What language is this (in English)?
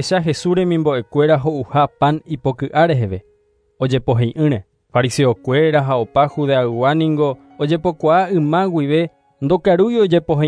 Guarani